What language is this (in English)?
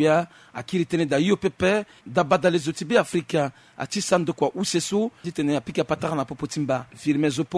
Sango